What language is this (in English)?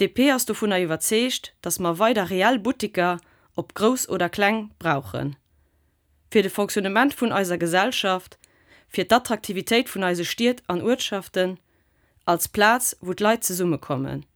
Luxembourgish